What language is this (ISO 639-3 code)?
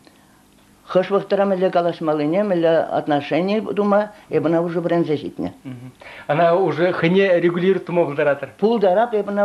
chv